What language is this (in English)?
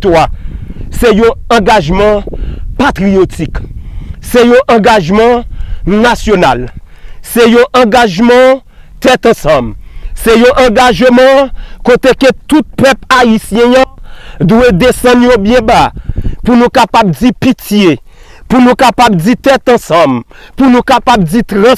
Haitian Creole